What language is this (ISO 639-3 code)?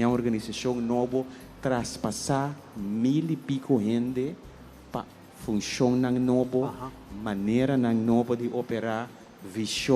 pap